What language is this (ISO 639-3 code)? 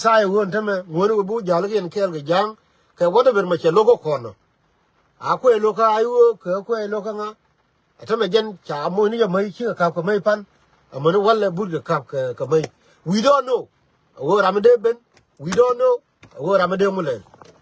nus